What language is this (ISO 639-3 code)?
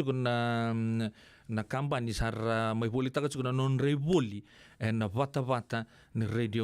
fij